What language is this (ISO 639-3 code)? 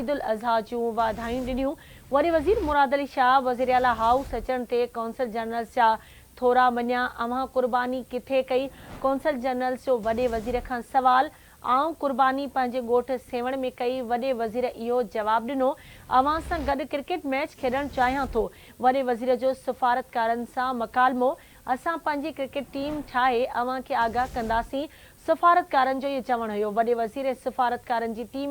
snd